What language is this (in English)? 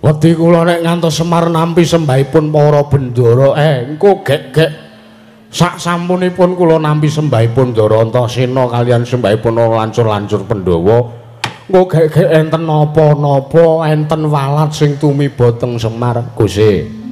Javanese